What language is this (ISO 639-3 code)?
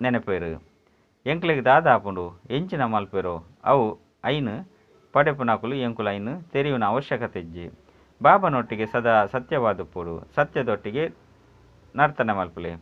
tcy